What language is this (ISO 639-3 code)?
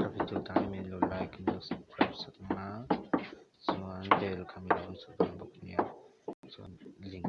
lus